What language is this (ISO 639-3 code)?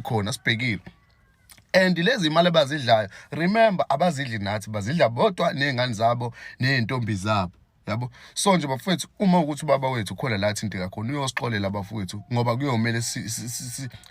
zul